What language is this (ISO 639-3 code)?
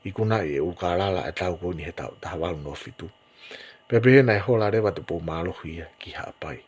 ton